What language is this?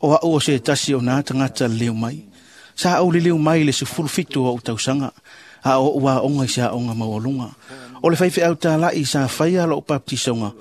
Samoan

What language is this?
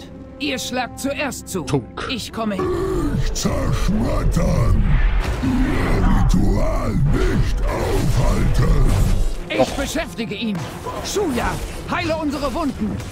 German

